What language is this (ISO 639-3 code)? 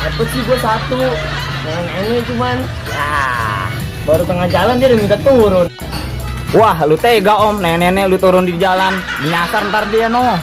bew